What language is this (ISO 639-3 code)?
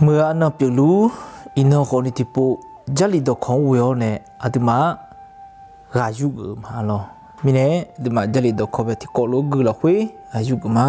ahk